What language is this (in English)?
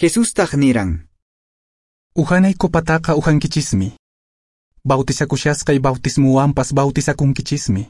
Quechua